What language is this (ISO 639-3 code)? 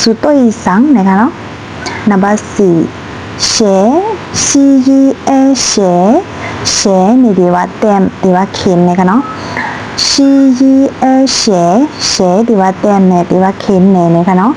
shn